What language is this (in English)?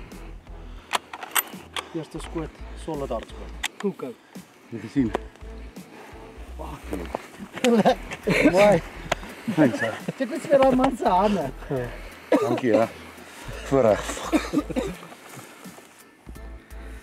Afrikaans